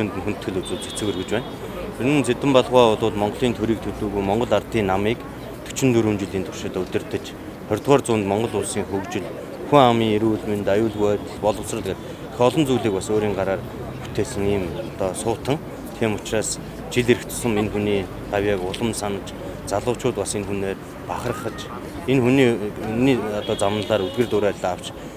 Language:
Mongolian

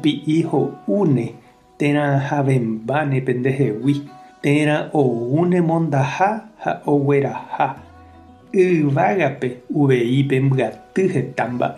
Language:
Guarani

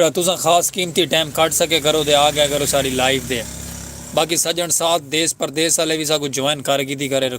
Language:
Saraiki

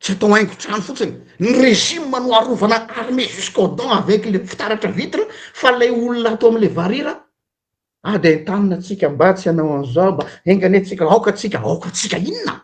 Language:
Malagasy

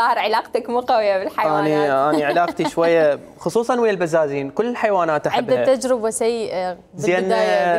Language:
Mesopotamian Arabic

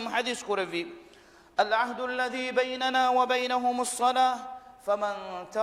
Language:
Divehi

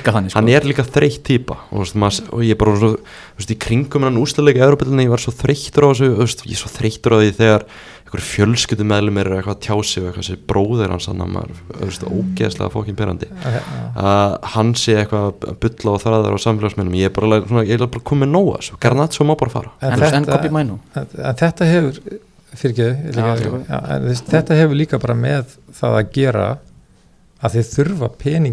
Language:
Icelandic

